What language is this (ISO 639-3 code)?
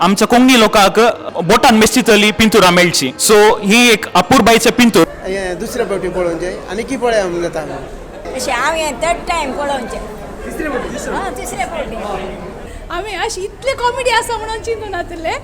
kok